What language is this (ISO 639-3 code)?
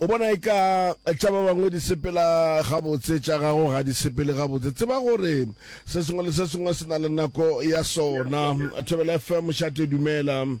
nso